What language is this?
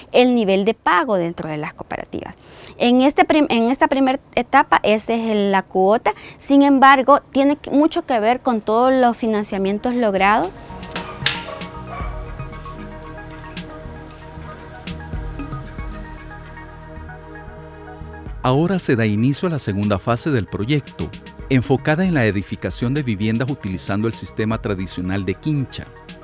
Spanish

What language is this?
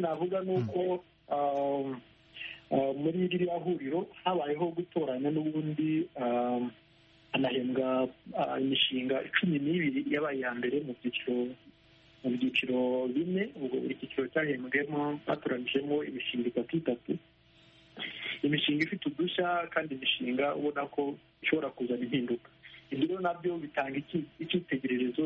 Kinyarwanda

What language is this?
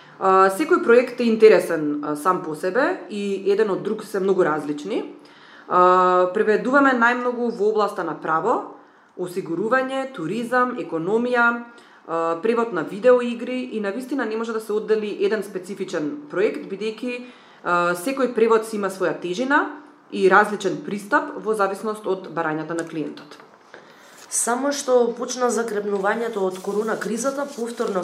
Macedonian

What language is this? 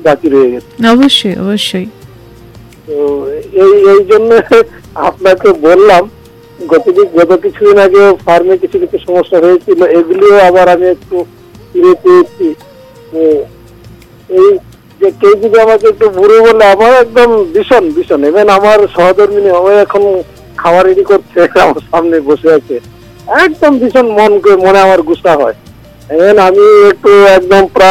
Bangla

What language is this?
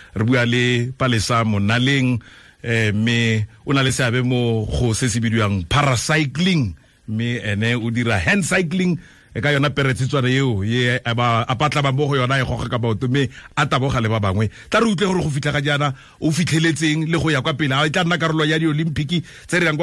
Tswana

